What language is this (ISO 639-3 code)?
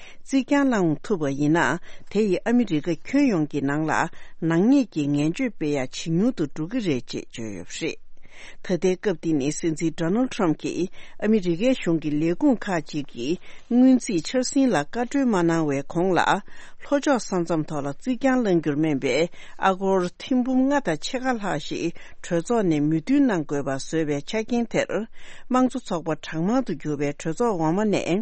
bod